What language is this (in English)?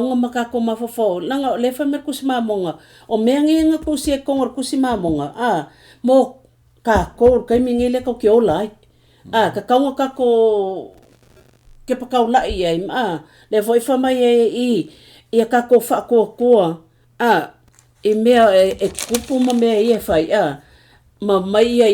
Samoan